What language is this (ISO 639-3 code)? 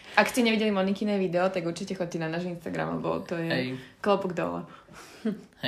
slk